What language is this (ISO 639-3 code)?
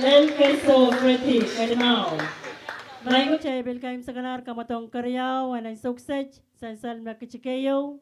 pon